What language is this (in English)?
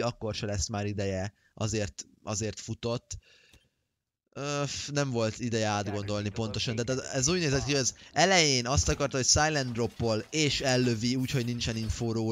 Hungarian